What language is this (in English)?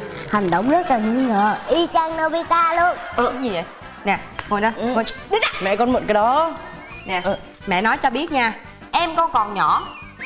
Vietnamese